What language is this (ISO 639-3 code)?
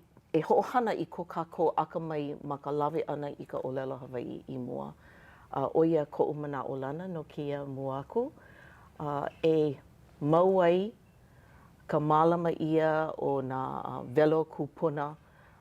haw